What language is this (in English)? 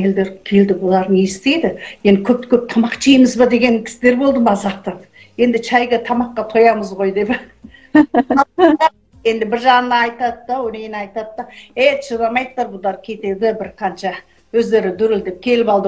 Kazakh